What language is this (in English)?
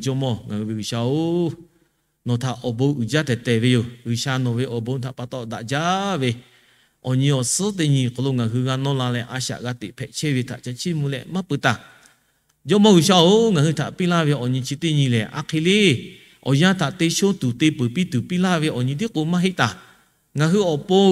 Lahu